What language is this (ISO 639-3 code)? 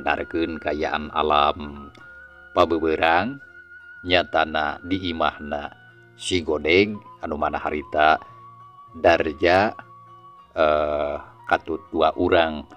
sun